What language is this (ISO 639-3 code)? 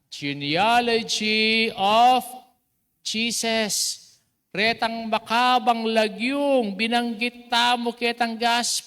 pam